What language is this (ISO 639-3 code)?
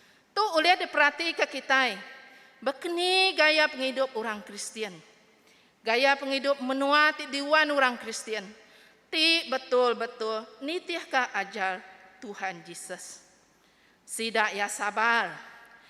iba